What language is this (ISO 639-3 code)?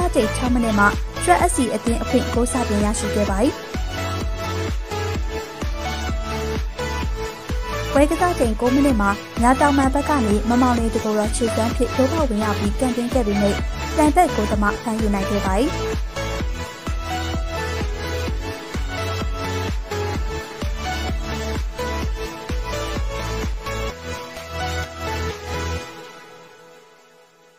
mya